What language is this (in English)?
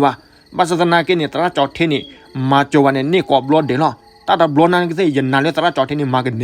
S'gaw Karen